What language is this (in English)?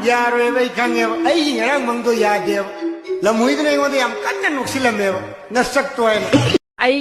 Manipuri